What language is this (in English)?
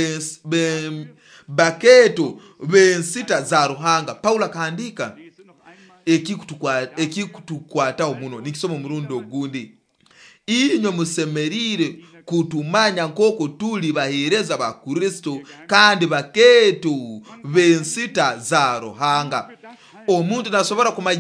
Nyoro